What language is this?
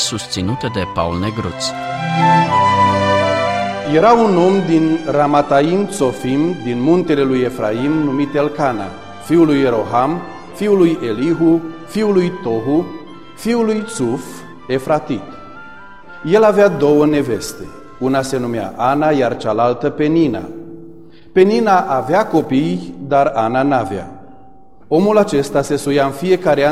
Romanian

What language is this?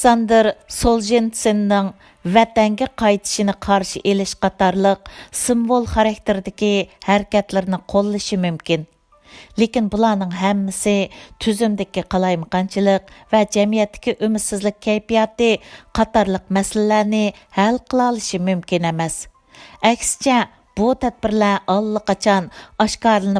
Uyghur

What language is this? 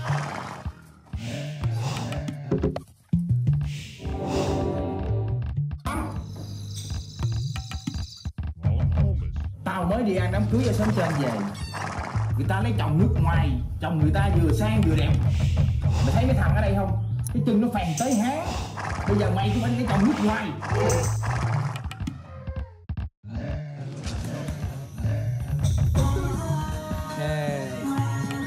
Vietnamese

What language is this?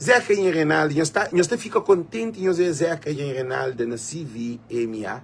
Kabuverdianu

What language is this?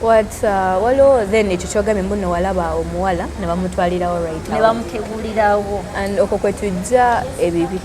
Ganda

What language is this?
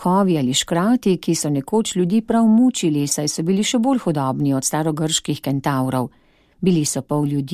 Slovenian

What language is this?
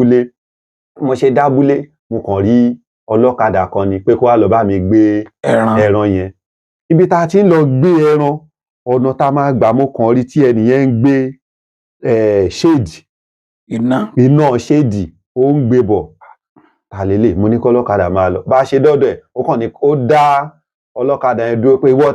Yoruba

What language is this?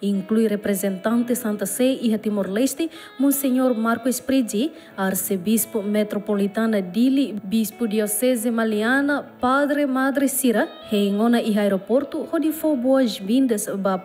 Tetum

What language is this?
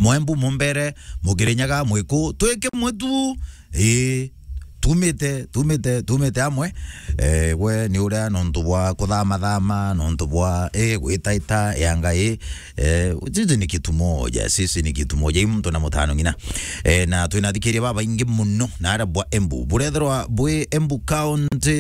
Meru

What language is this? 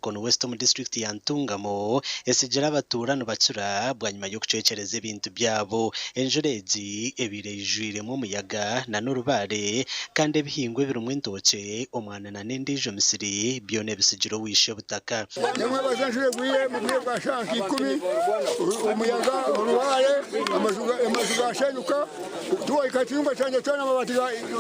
Nyankole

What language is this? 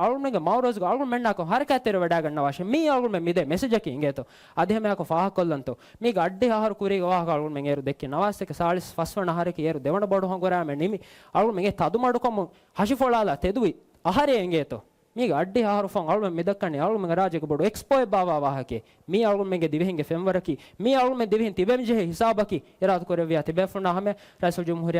Divehi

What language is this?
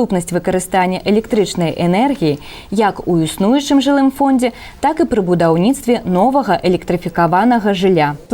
Belarusian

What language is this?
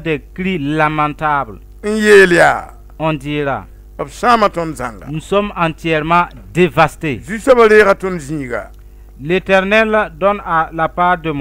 Mossi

